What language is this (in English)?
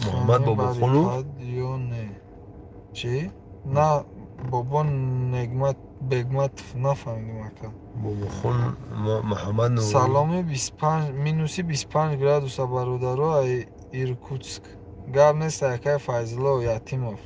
Tajik